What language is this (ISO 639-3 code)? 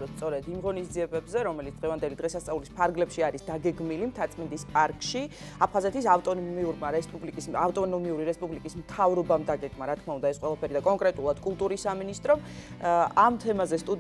kat